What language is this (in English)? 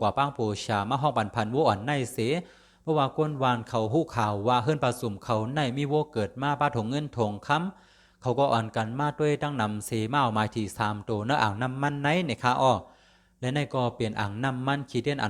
Shan